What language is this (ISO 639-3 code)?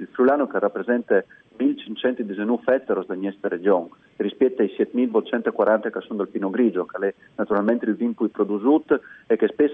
fur